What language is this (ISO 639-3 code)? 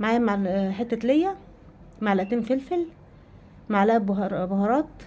arz